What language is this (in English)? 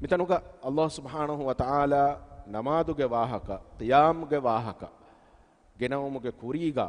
Divehi